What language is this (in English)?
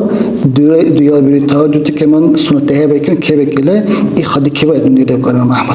Dargwa